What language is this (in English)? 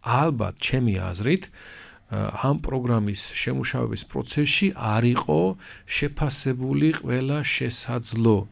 Georgian